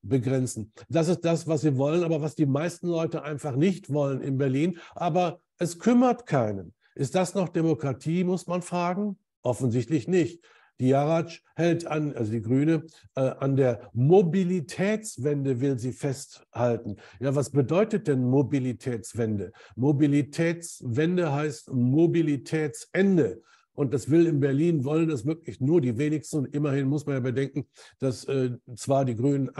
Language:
German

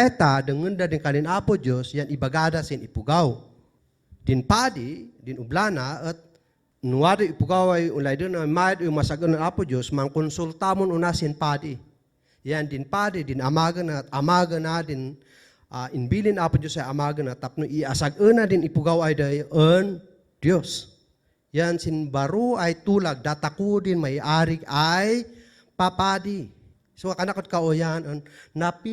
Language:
Kankanaey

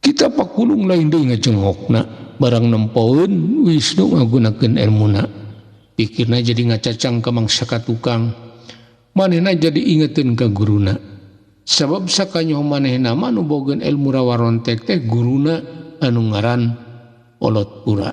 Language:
Sundanese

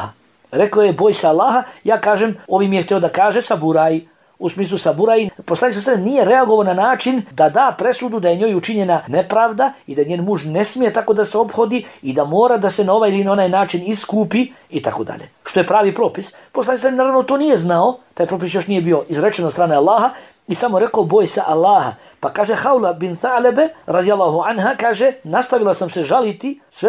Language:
Bosnian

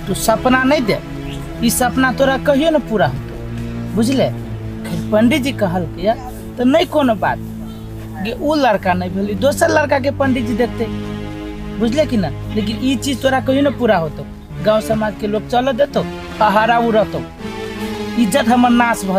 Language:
Maithili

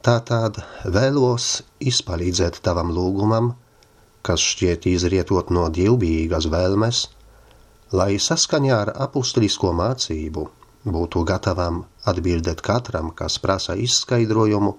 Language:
Latvian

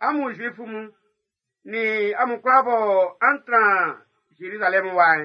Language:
Baoulé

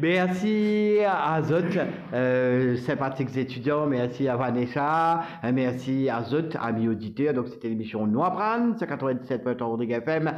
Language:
Morisyen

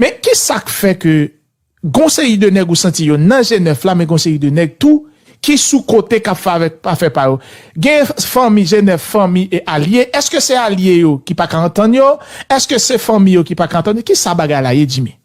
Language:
Haitian Creole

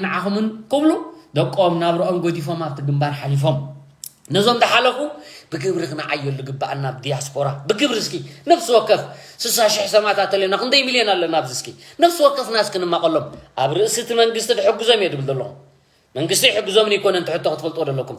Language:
Tigrinya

